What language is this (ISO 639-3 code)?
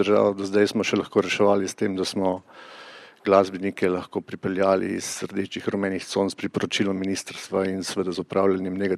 slv